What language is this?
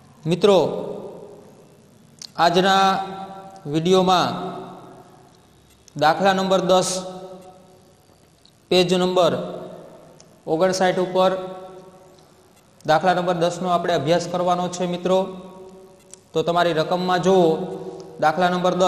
Gujarati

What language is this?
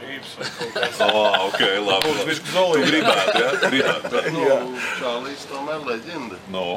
Latvian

